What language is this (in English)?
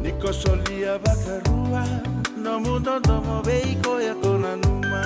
Fijian